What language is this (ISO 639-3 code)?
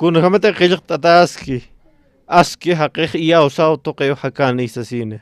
aym